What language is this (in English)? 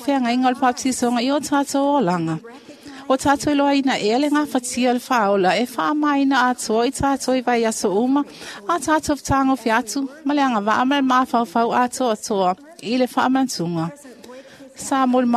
Samoan